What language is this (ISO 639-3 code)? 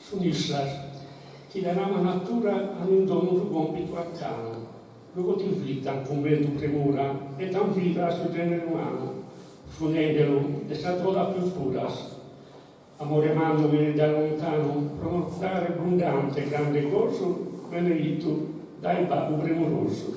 srd